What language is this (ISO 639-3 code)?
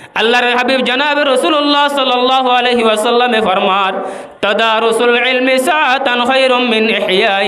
rhg